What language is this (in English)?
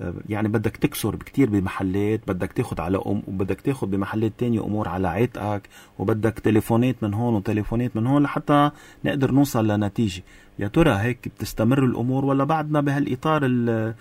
North Levantine Arabic